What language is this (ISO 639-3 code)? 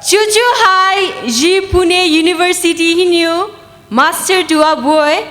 pmx